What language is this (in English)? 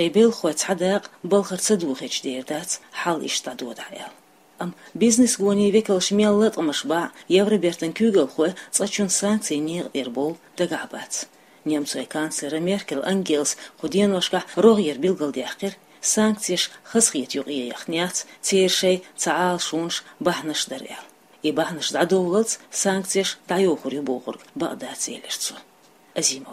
Chechen